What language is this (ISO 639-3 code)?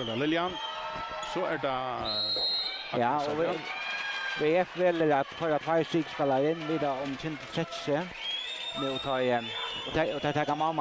fao